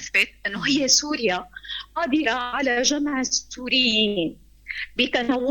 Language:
North Levantine Arabic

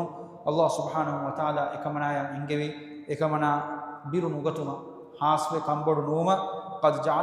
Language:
Divehi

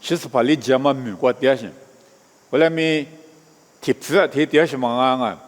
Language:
Lisu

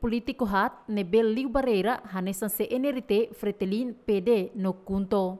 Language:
Tetum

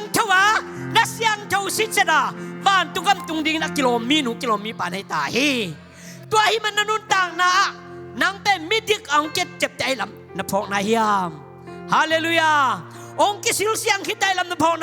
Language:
Tedim Chin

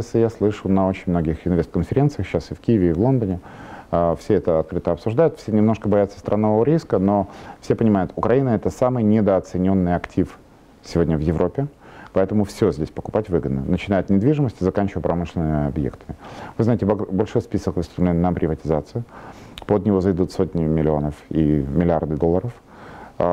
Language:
Russian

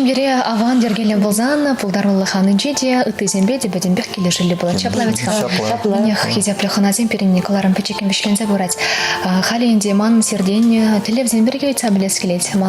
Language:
Chuvash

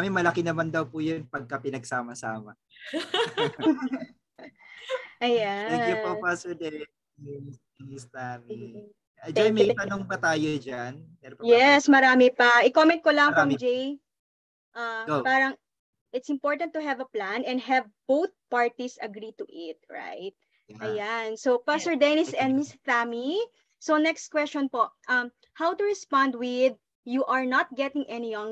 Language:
Filipino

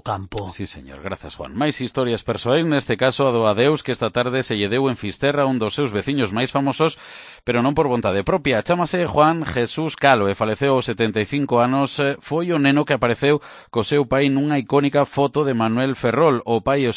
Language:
Galician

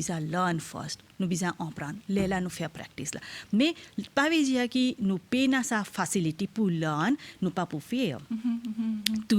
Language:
Morisyen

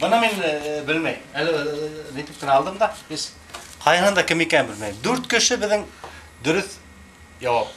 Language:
Bashkir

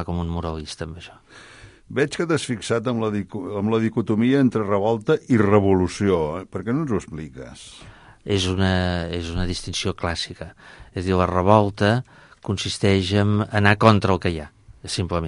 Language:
Catalan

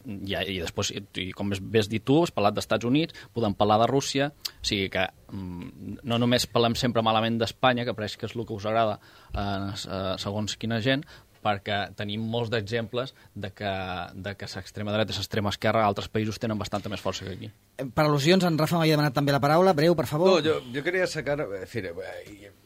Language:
Catalan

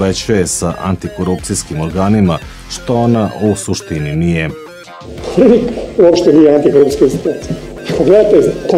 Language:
Serbian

